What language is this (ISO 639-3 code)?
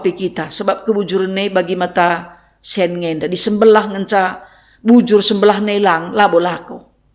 btx